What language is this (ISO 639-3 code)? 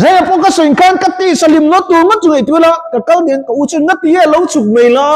lus